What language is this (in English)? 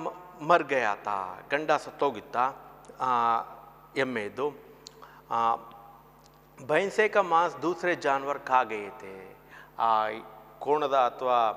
Kannada